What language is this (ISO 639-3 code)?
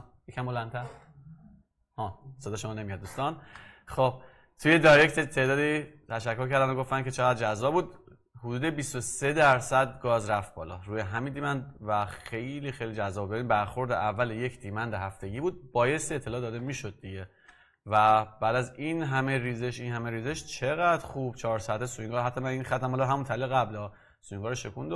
fas